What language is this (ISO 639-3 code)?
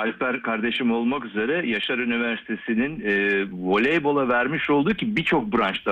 tur